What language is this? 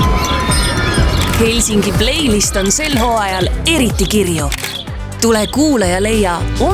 Estonian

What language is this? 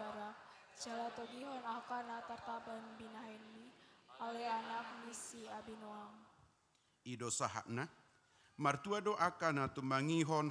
Batak Toba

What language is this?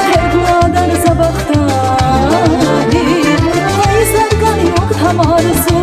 Tabassaran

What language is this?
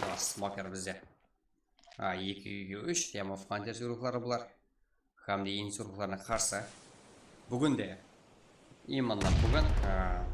Kara-Kalpak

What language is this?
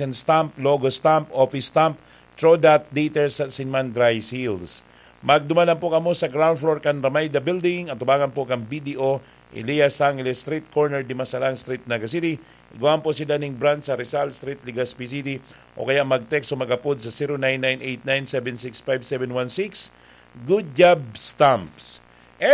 Bikol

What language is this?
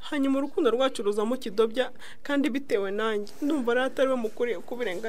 Kinyarwanda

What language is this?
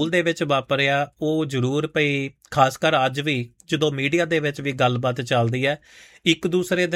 Punjabi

